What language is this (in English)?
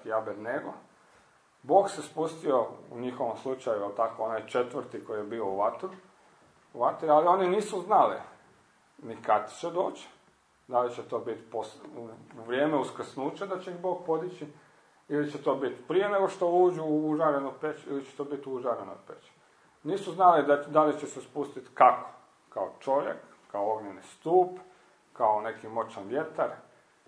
Croatian